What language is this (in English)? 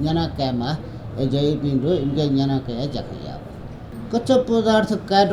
Newari